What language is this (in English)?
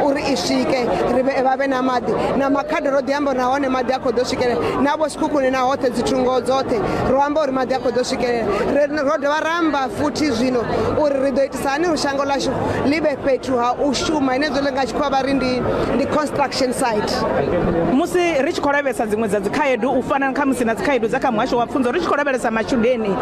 Venda